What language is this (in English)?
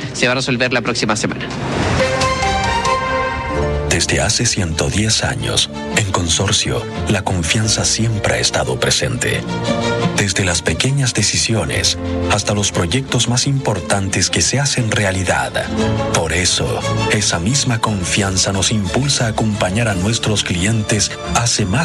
Spanish